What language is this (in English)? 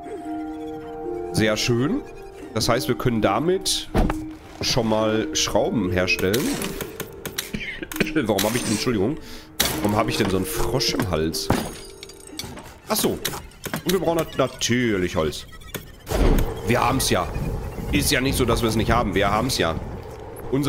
German